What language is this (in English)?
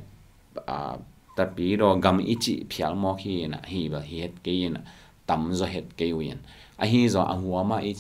Tedim Chin